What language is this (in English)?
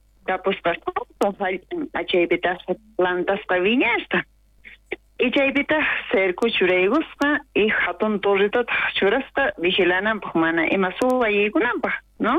South Bolivian Quechua